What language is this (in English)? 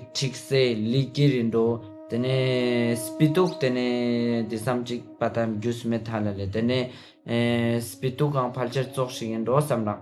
Ladakhi